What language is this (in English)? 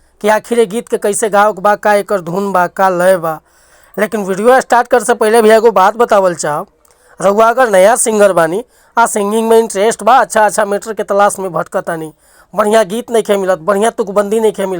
Bhojpuri